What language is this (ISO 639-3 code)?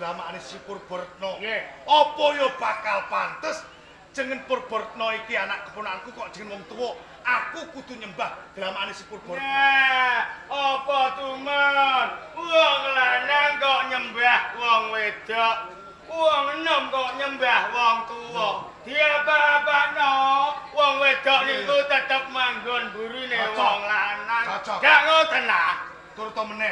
jav